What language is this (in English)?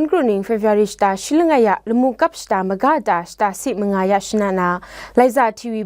Kachin